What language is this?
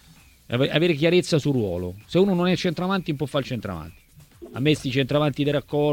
Italian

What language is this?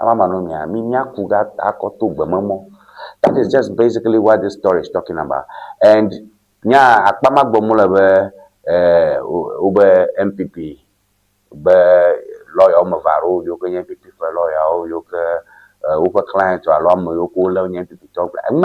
Ewe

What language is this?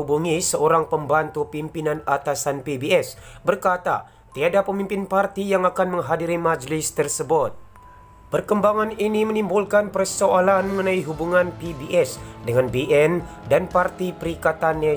Malay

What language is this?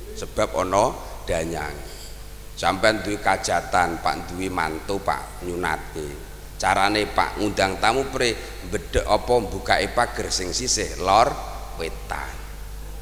Javanese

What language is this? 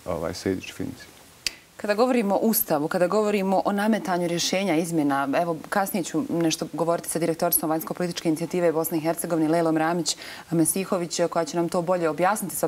Bosnian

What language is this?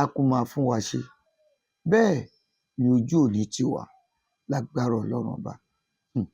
Yoruba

